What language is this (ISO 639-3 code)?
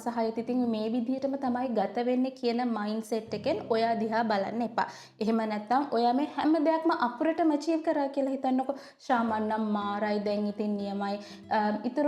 sin